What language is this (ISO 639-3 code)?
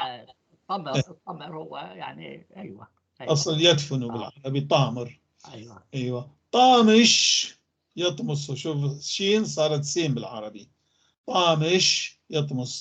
apc